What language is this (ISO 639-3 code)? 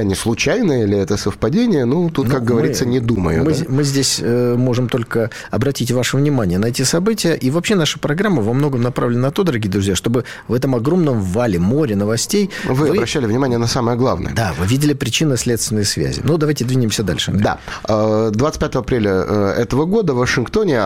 rus